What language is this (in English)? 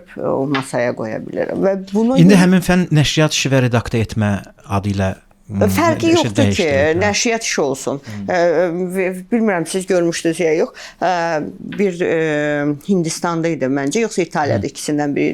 Azerbaijani